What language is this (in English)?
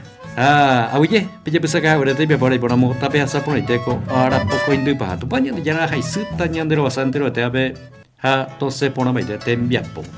Guarani